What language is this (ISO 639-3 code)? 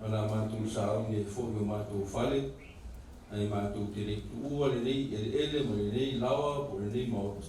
smo